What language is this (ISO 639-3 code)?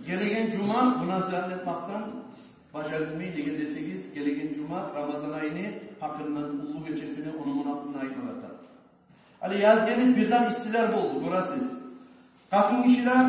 kum